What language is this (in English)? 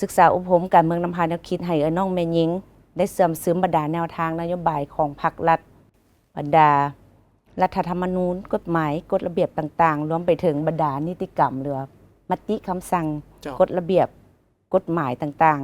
Lao